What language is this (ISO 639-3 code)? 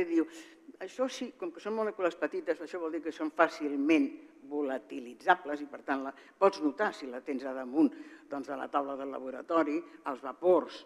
cat